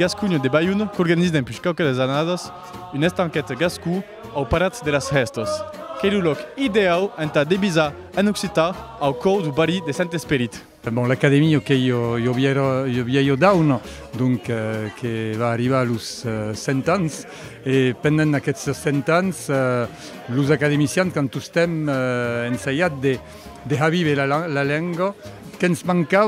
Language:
Occitan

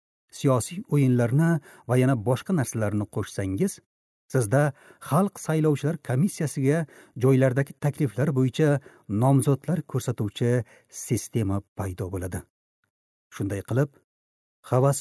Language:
Uzbek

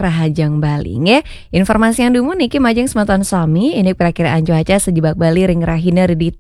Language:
Balinese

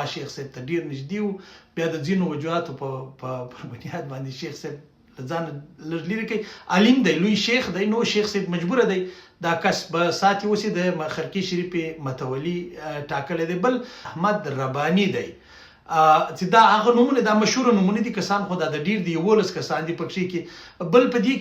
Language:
Pashto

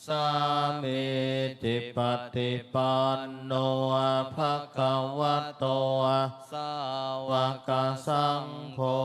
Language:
Pali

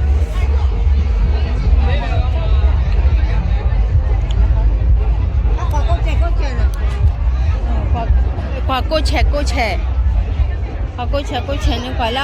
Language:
S'gaw Karen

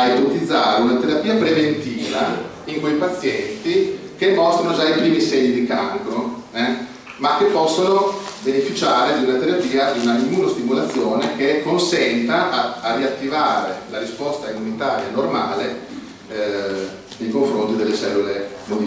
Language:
Italian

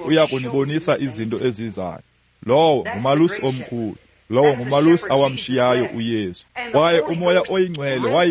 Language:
Xhosa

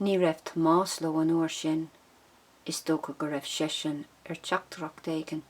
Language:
Irish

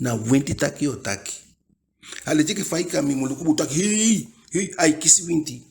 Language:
Eastern Maroon Creole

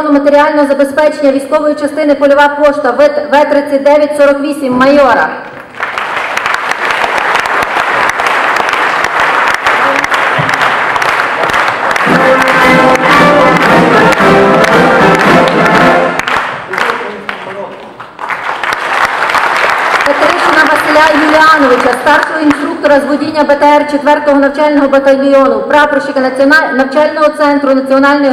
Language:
Ukrainian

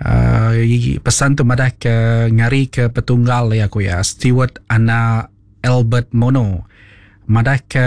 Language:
Iban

